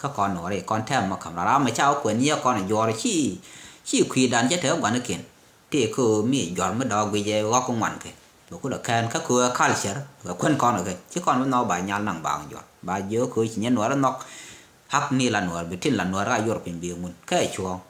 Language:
Nuer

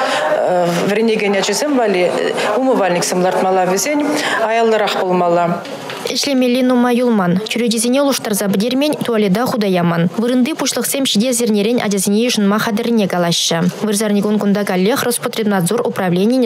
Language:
Chuvash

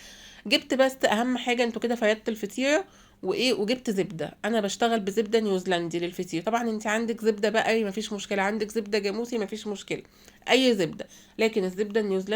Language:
Egyptian Arabic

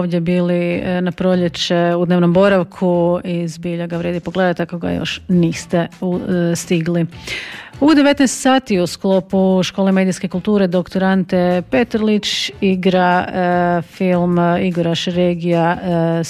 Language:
Croatian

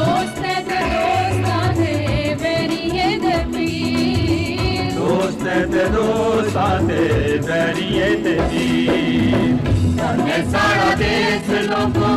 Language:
Dogri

